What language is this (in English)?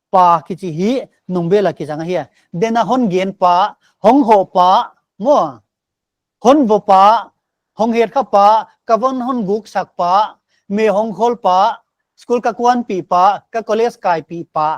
Paite Chin